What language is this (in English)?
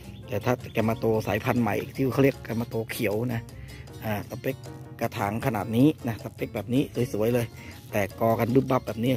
Thai